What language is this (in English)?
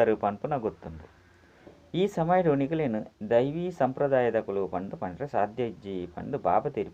Tulu